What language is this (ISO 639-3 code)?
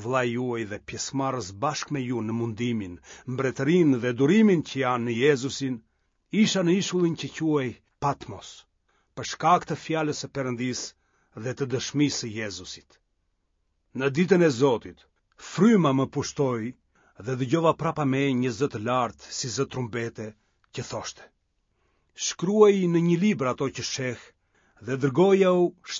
sqi